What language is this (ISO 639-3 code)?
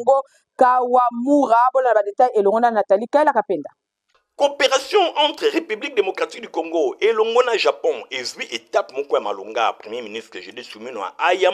lin